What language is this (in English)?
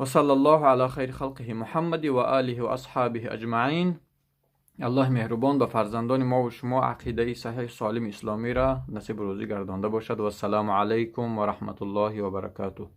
Tajik